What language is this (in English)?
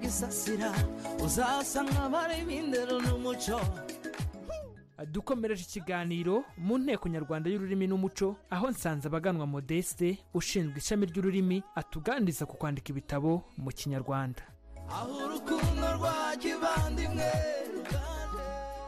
Kinyarwanda